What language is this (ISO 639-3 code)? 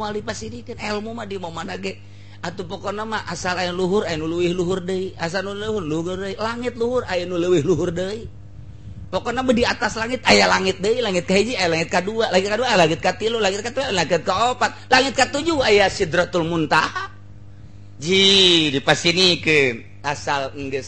sun